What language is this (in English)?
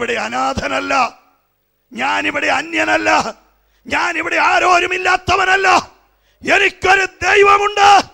Malayalam